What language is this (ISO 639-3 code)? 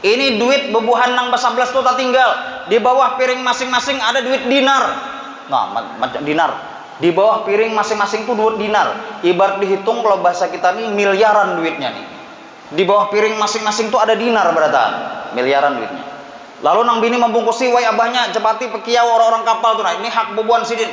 bjn